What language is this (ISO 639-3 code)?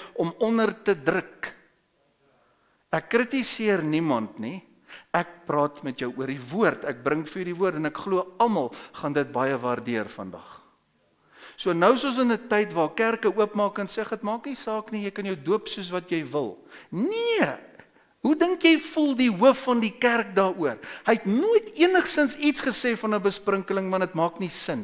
afr